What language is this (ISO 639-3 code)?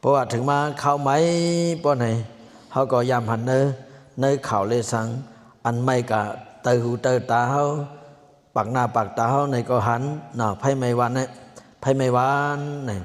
shn